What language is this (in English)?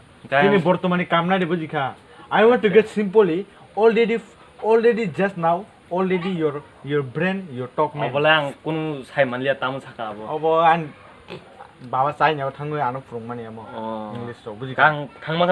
Kok Borok